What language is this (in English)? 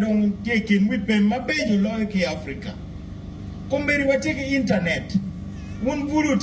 Acoli